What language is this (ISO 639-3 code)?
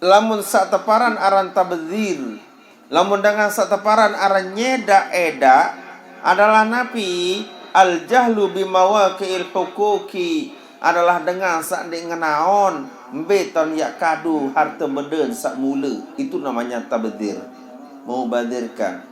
sas